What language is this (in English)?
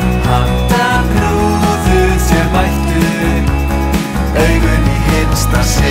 Icelandic